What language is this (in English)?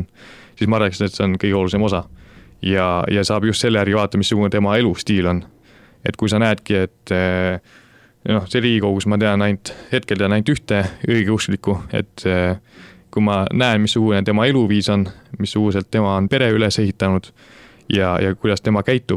Estonian